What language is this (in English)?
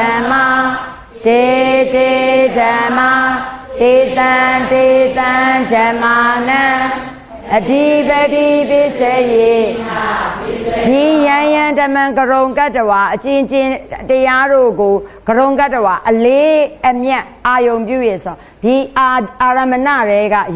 Burmese